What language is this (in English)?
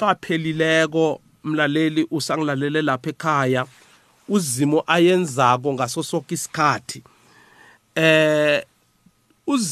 South Ndebele